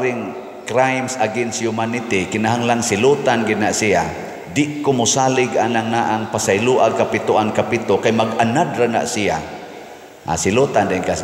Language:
Cebuano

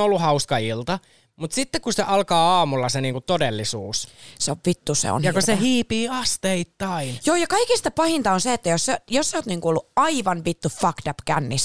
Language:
Finnish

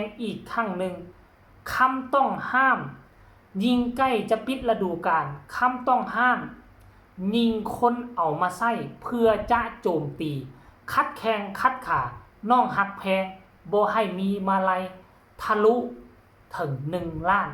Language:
Northeastern Thai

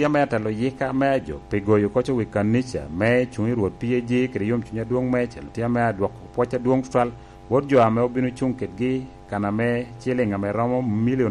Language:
Lango (Uganda)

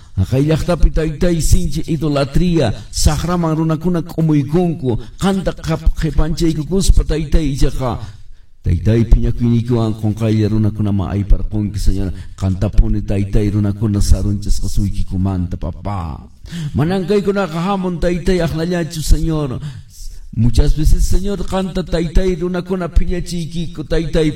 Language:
Quechua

